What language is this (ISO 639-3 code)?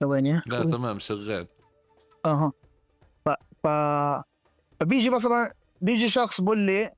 apc